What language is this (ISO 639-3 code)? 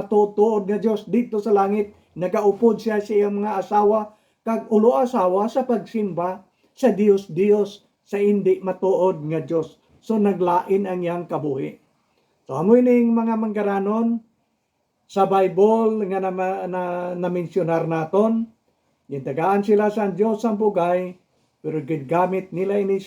hil